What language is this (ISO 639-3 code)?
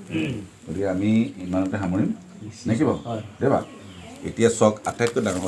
asm